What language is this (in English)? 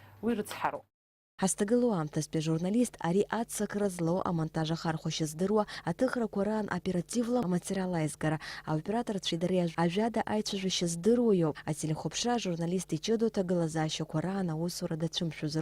Abkhazian